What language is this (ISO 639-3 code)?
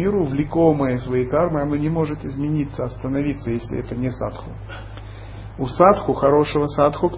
rus